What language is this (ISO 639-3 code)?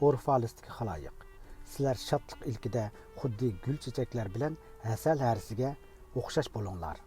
uig